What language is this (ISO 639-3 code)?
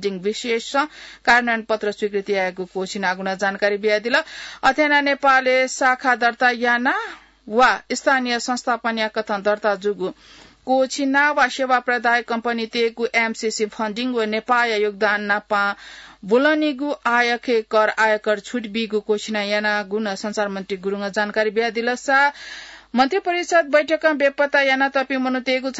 new